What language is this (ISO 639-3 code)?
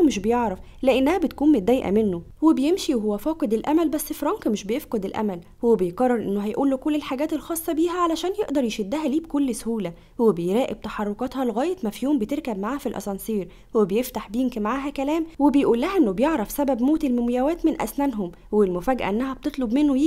arz